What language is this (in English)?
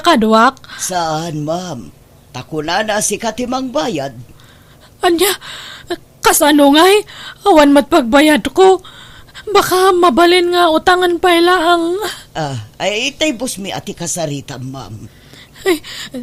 Iloko